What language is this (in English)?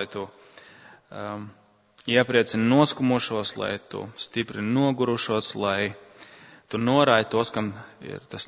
Latvian